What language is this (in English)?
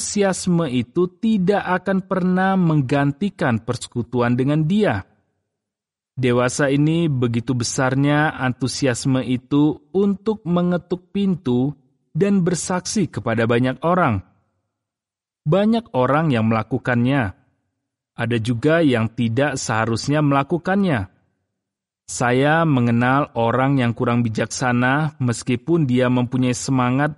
Indonesian